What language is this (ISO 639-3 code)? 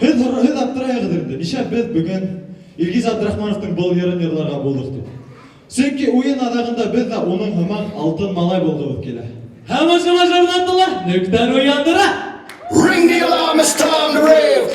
bak